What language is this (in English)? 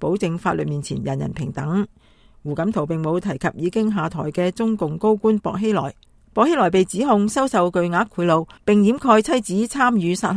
Cantonese